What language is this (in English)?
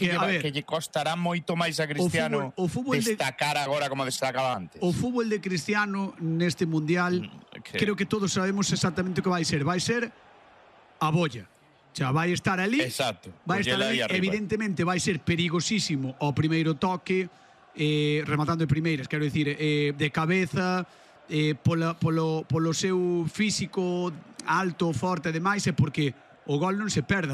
Galician